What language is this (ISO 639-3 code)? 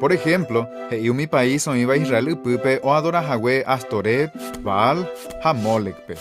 grn